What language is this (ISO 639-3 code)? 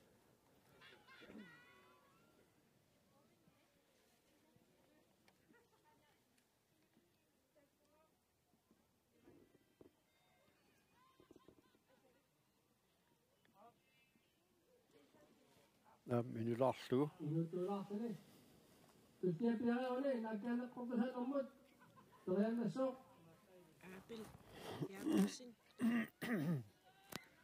kal